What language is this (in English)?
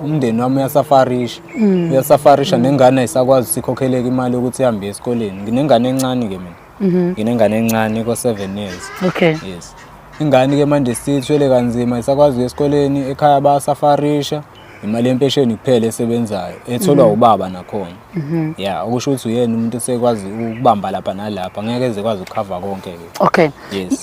Zulu